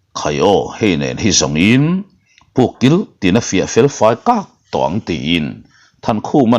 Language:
Mizo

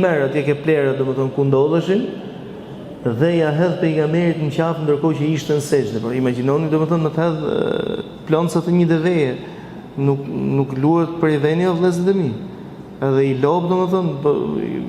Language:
Albanian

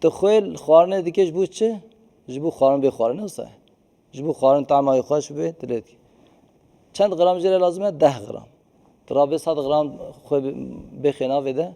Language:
Kurdish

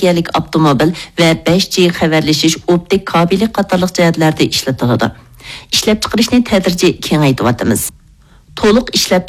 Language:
Uyghur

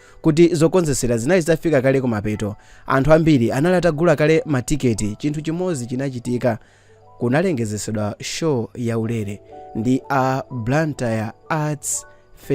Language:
Nyanja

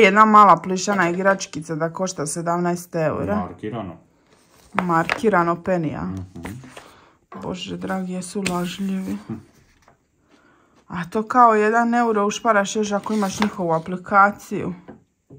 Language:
Croatian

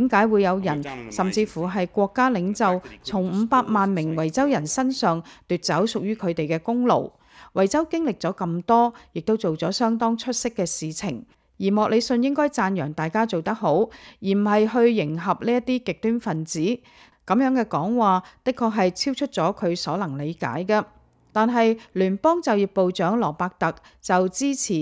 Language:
Cantonese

